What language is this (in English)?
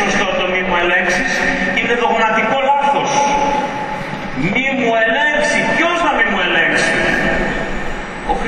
Greek